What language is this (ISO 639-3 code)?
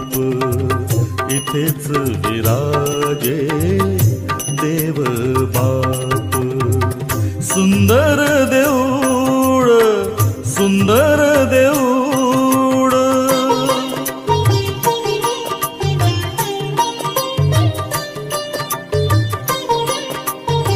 mar